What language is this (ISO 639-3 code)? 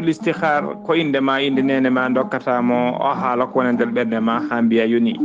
ful